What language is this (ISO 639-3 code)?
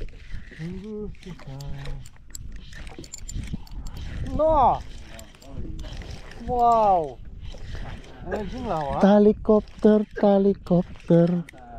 msa